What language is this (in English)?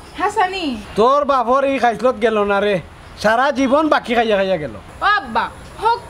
Sylheti